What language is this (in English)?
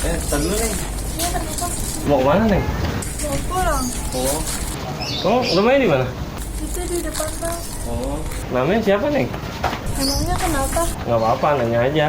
Betawi